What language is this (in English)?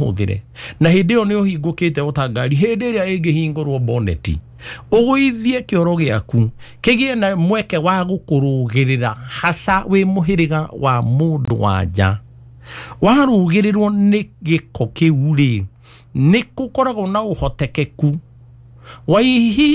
Kikuyu